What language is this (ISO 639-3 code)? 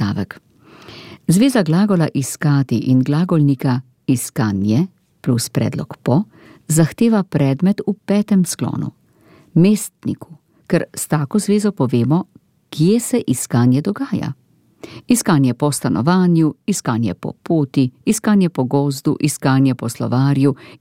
slv